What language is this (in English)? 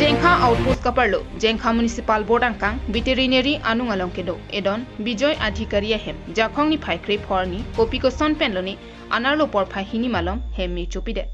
Karbi